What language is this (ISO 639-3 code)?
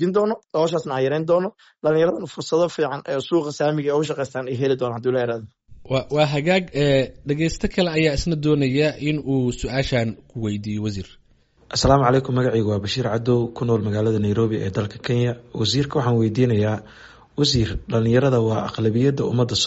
som